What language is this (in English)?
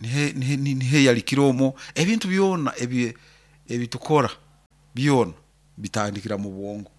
Nyoro